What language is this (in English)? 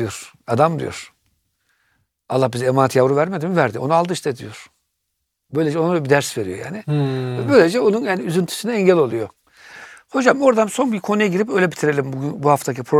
Turkish